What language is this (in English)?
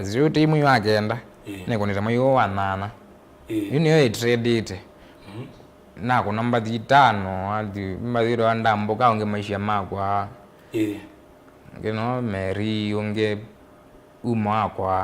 Kamba